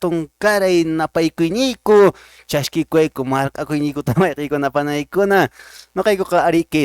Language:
Quechua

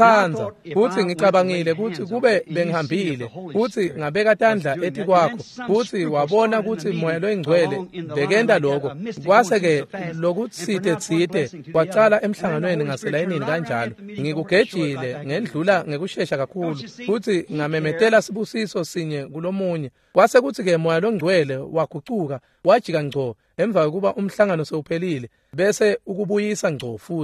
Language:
Swati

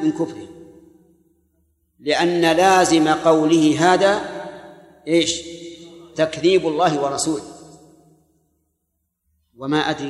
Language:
Arabic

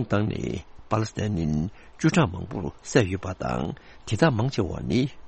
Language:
Tibetan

